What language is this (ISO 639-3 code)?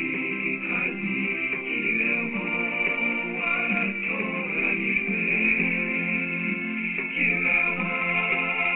kin